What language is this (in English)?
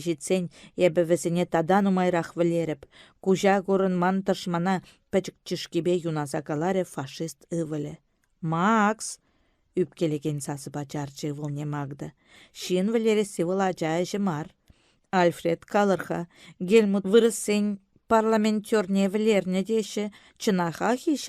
Chuvash